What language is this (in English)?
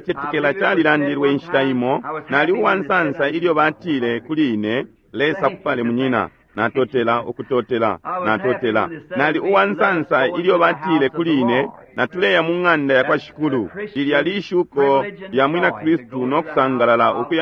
Bemba